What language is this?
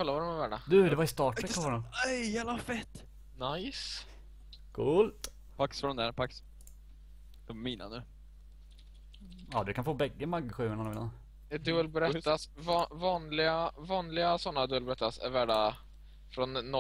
Swedish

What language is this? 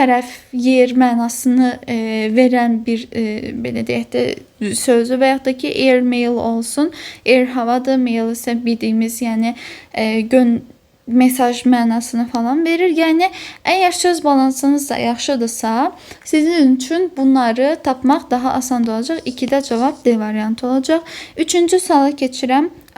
Azerbaijani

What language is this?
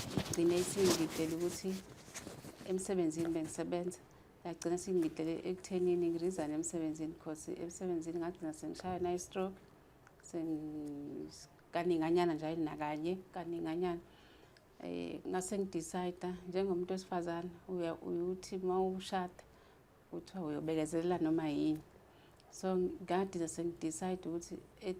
Zulu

